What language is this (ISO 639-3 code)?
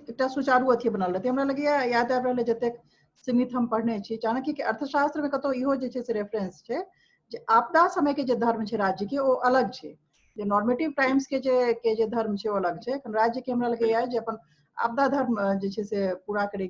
mai